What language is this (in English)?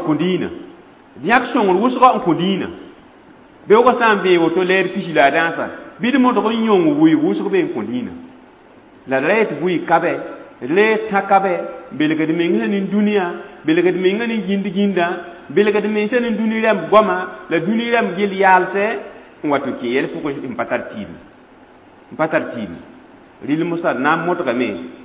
Mossi